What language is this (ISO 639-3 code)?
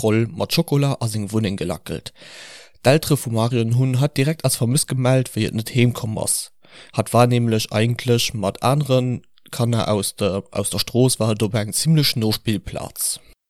ltz